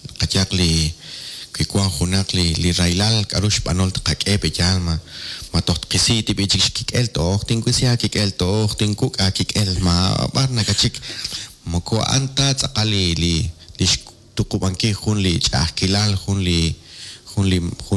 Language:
Kekchí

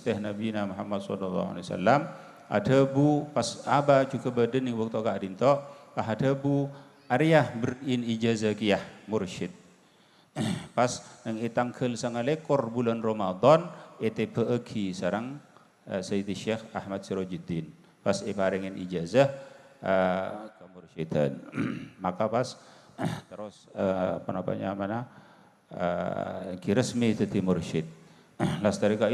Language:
Madurese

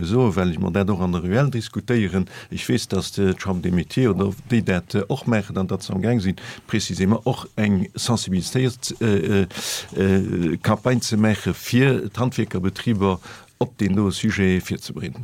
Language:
Luxembourgish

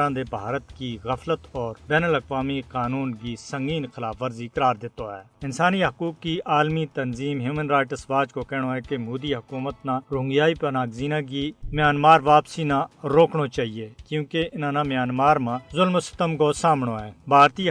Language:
Gujari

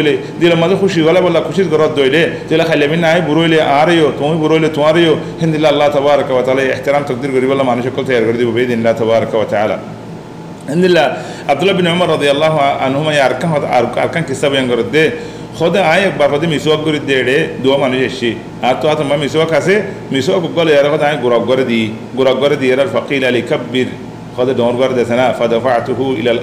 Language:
Rohingya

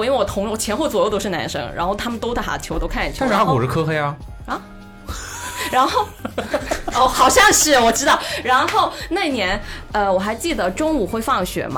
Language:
Chinese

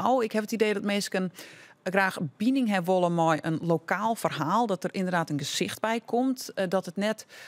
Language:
Western Frisian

